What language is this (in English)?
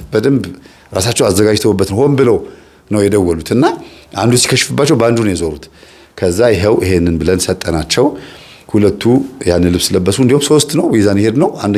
Amharic